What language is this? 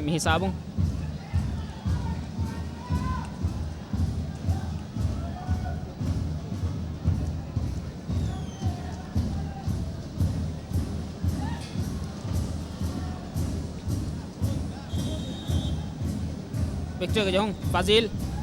Divehi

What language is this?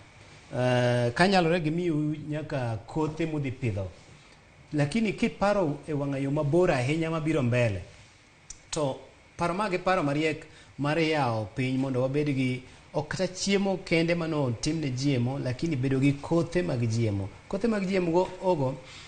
Luo (Kenya and Tanzania)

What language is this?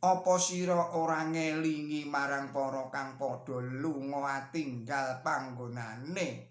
Javanese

